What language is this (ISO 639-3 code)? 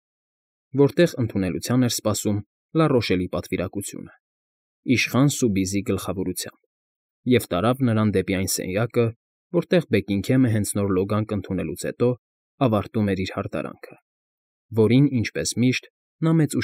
hye